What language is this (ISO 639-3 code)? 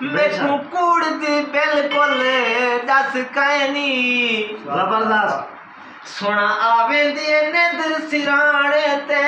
skr